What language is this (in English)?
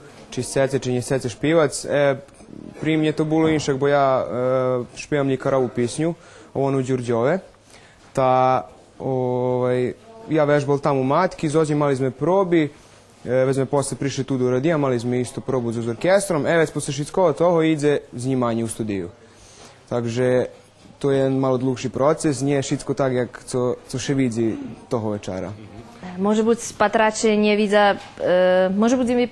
Rusyn